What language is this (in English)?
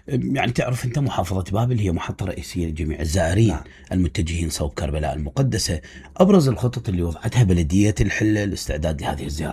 Mesopotamian Arabic